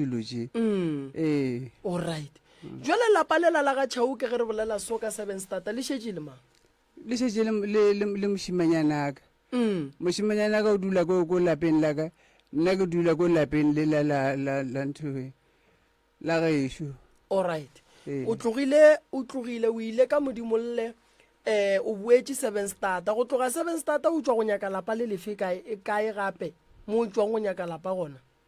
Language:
Northern Sotho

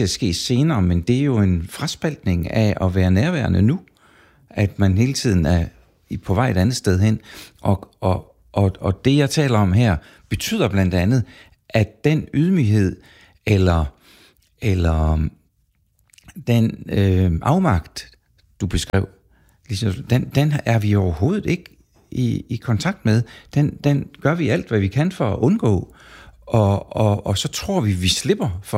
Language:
Danish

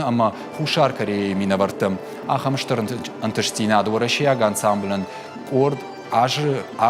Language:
Ossetic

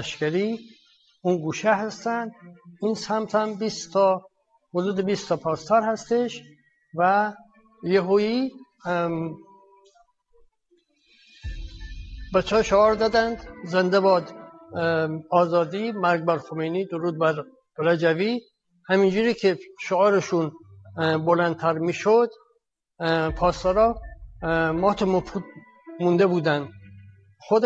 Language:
Persian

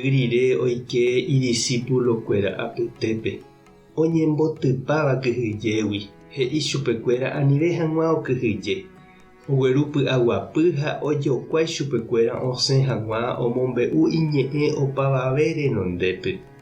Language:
Guarani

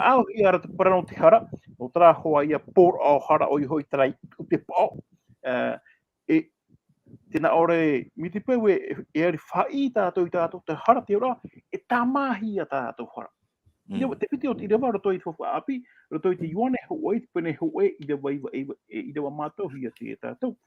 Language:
Tahitian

